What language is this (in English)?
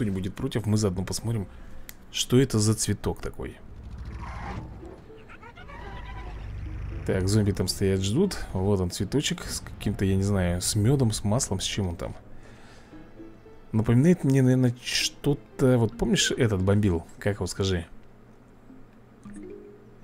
Russian